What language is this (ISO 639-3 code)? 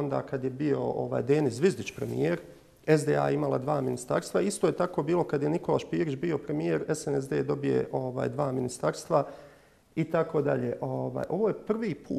bos